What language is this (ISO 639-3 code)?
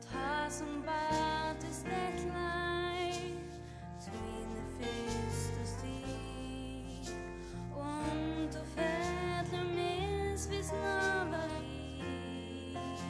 fao